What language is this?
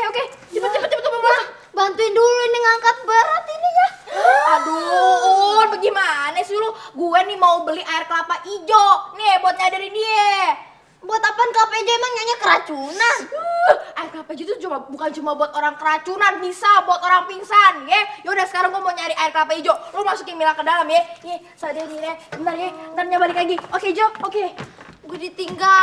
Betawi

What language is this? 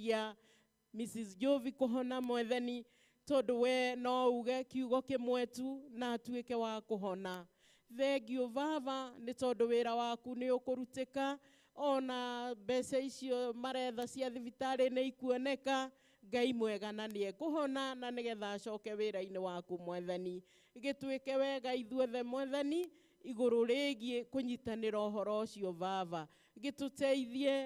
Kikuyu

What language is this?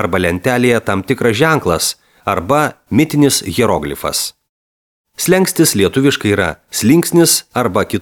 Lithuanian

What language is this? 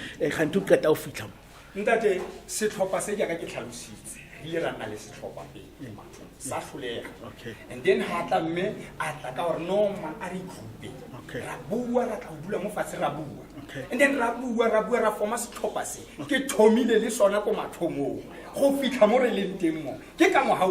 Tswana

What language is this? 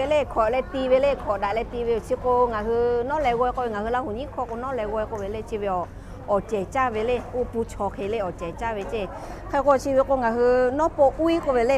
Lahu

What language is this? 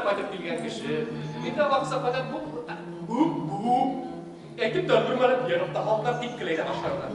Bashkir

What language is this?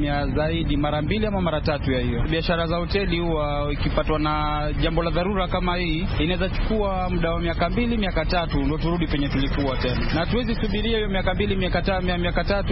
Swahili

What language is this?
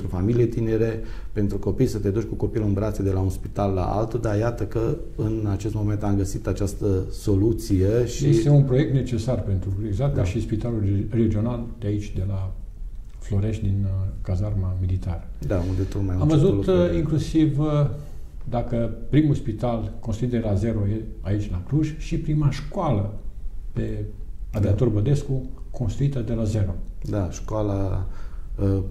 Romanian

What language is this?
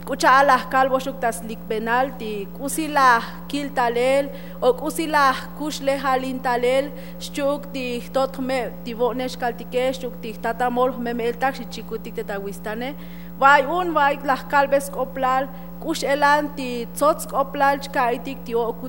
Tzotzil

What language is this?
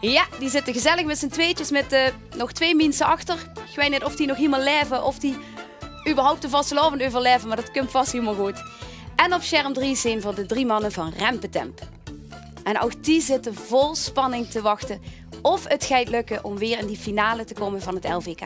Limburgish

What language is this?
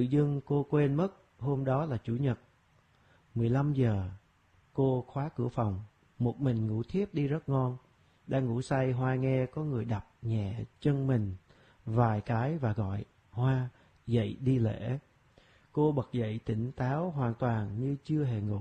Vietnamese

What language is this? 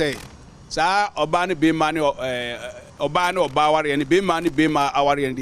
Akan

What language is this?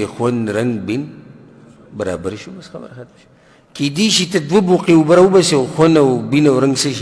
Pashto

